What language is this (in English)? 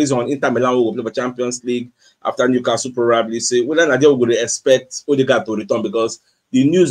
Nigerian Pidgin